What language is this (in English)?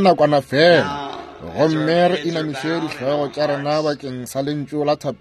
Northern Sotho